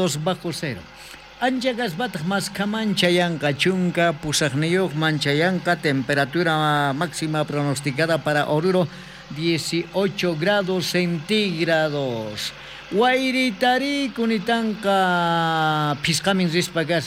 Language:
South Bolivian Quechua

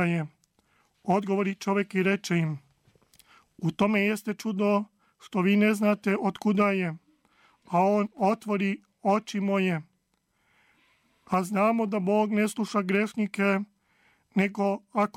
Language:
Serbian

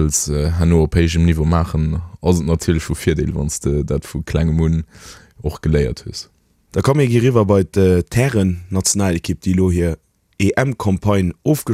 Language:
Luxembourgish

